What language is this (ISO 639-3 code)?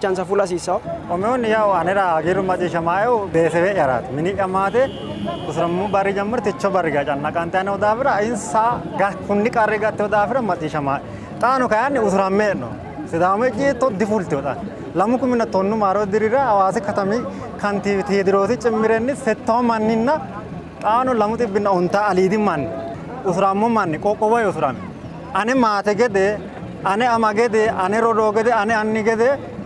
sid